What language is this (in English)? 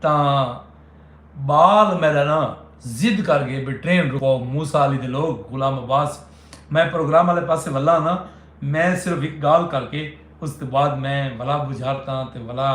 Saraiki